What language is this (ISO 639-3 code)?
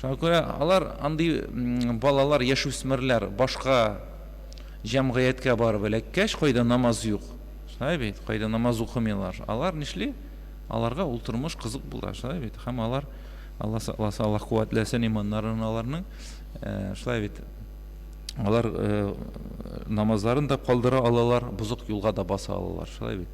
tat